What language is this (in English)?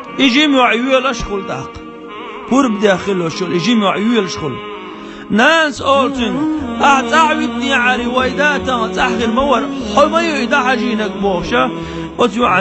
Chechen